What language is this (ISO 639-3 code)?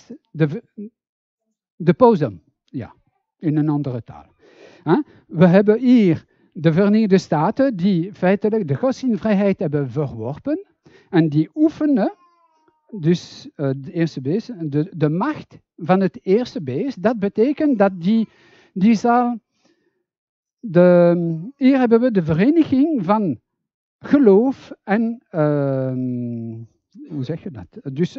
nld